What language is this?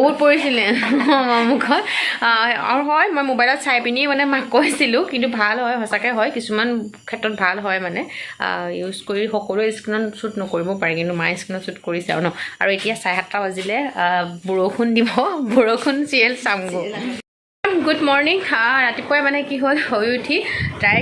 Assamese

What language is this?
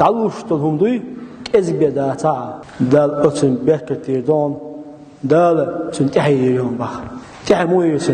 Chechen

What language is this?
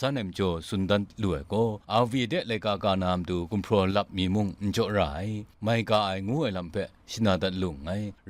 Kachin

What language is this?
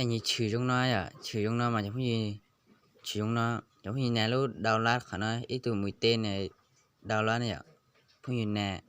Hmong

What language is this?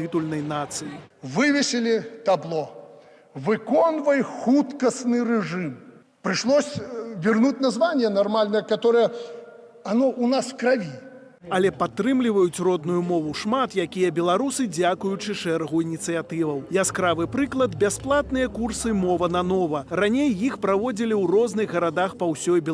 Belarusian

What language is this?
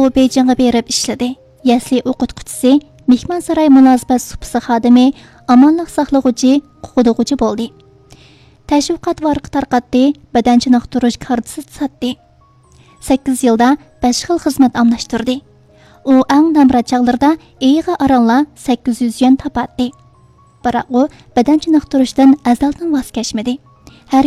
Uyghur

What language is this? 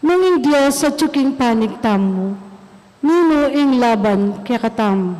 Pampanga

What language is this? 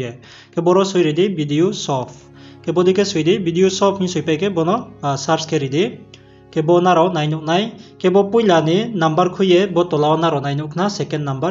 Riang (India)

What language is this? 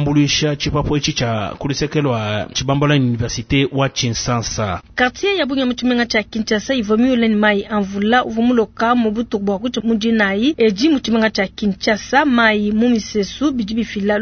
Luba-Lulua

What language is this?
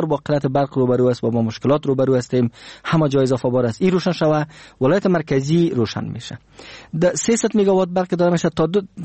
Persian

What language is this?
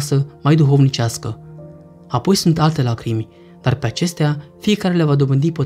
Romanian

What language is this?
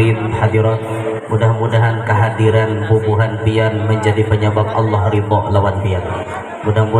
Banjar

